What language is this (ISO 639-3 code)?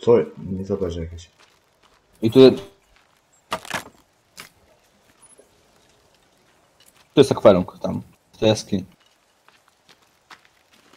pol